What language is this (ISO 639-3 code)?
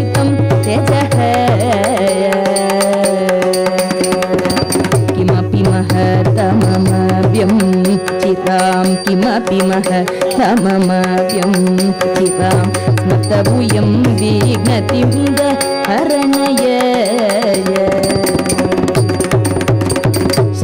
tam